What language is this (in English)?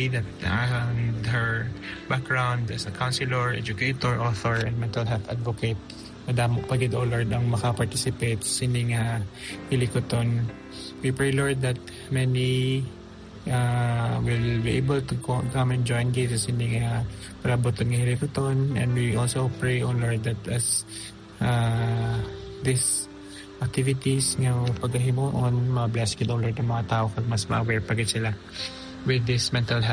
Hiligaynon